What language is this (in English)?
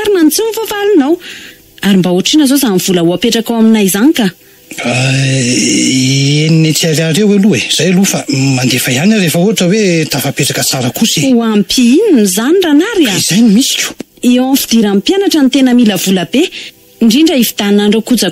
Malagasy